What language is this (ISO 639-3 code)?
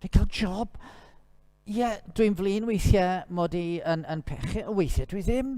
cym